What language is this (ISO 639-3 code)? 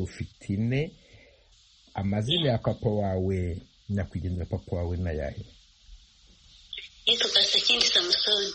kin